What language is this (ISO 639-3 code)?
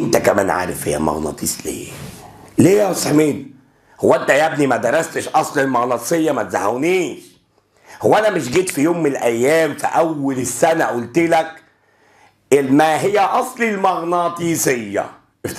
arz